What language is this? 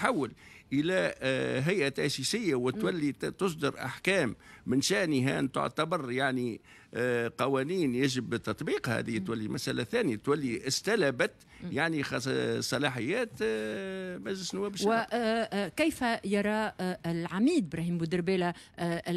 Tunisian Arabic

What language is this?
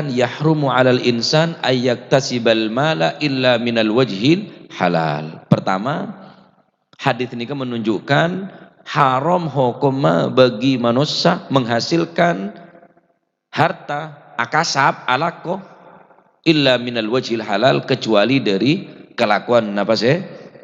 Madurese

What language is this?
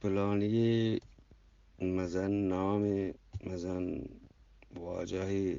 Eastern Balochi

